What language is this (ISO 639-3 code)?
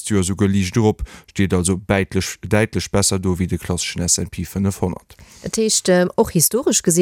ltz